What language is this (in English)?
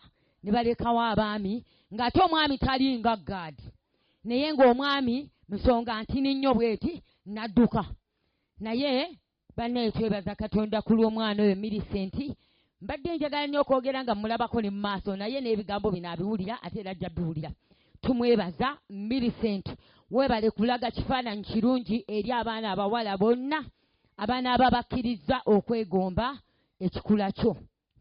Ganda